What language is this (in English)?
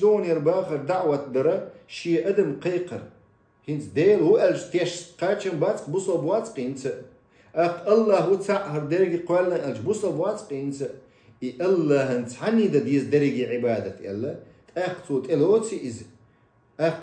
Chechen